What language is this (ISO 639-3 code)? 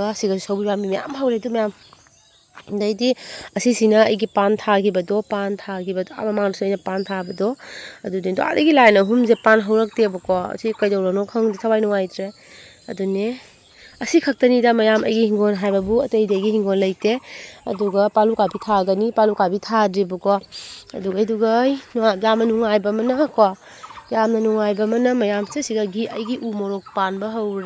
mni